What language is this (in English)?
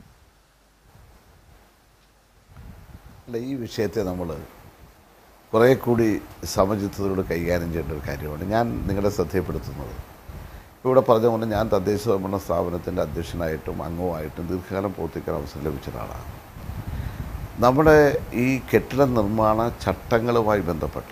Malayalam